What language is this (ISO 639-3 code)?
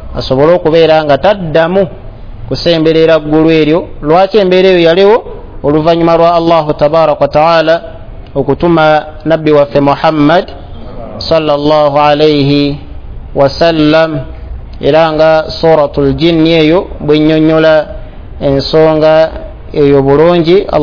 lug